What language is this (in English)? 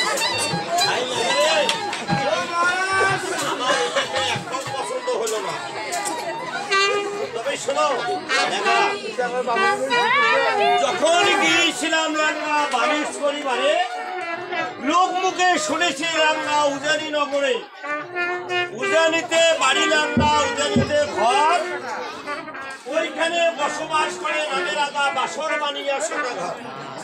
Bangla